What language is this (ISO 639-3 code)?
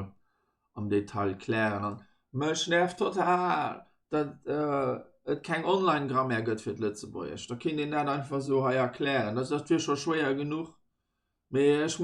ltz